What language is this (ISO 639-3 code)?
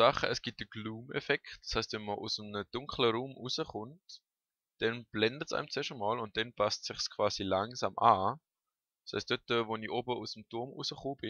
gsw